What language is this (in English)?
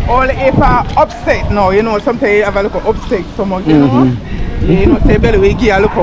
Jamaican Creole English